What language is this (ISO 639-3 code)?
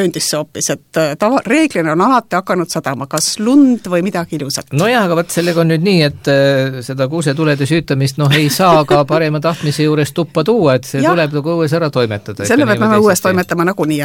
est